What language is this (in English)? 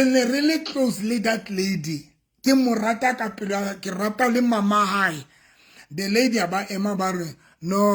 Southern Sotho